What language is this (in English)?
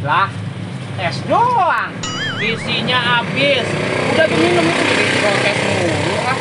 Betawi